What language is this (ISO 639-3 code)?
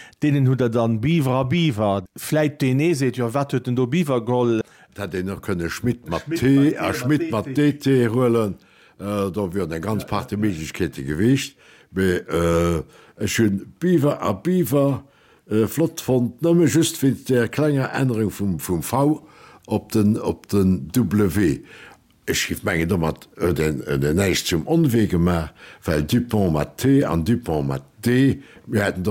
ltz